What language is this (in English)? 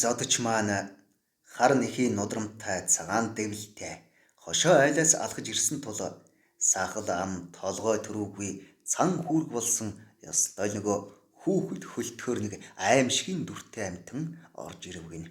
Mongolian